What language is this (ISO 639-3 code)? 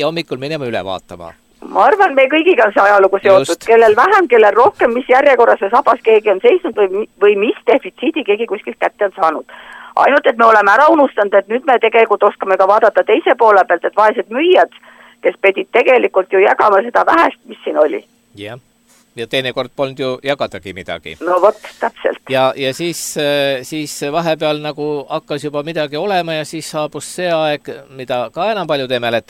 est